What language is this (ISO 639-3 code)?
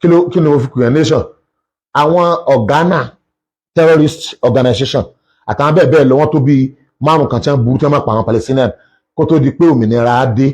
yor